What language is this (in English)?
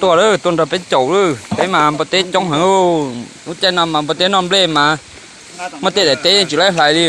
Hmong